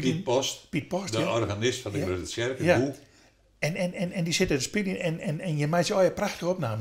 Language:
Western Frisian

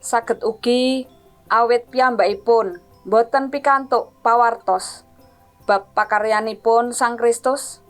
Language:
Javanese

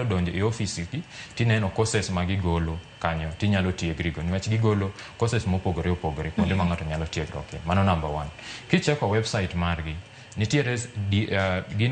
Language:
Luo (Kenya and Tanzania)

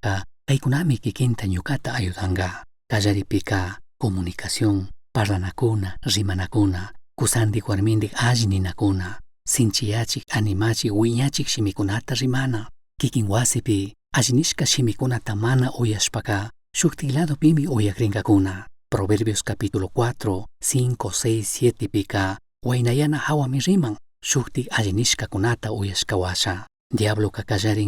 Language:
Chimborazo Highland Quichua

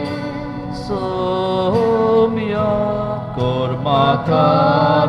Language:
Konkani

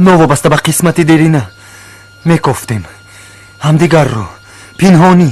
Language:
Tajik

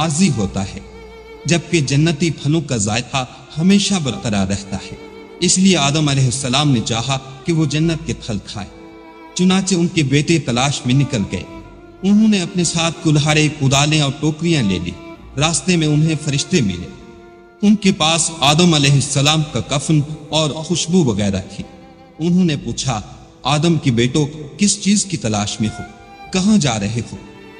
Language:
Urdu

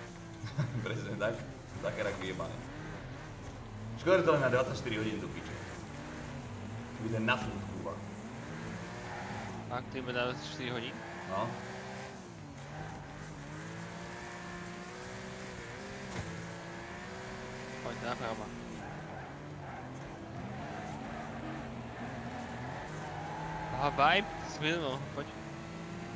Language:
Slovak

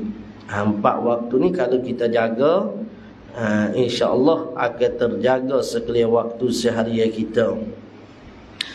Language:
Malay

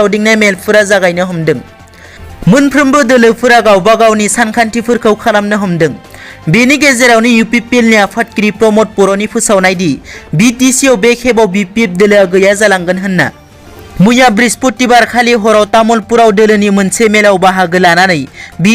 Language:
Bodo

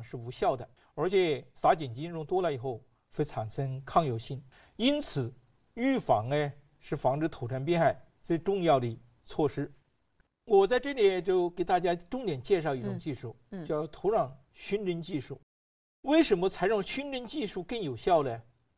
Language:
Chinese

